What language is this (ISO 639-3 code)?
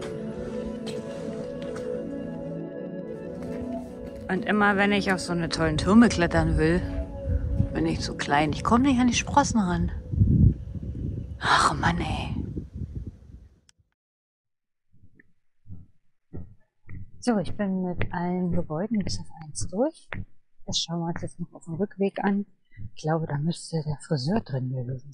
deu